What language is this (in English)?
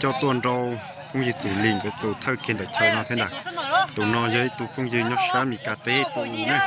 Hmong